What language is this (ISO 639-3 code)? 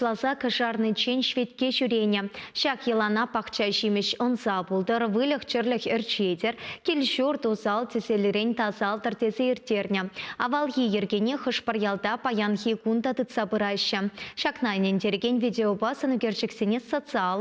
chv